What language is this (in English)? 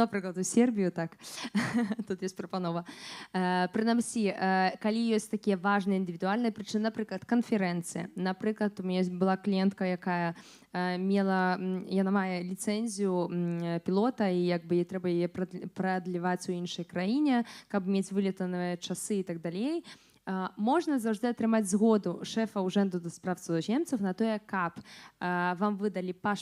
Belarusian